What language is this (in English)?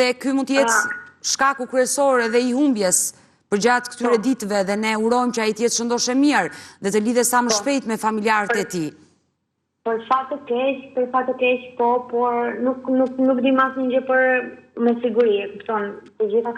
Albanian